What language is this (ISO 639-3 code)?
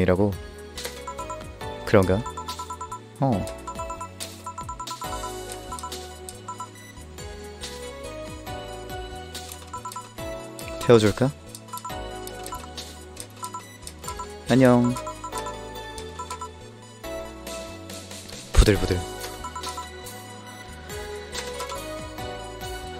kor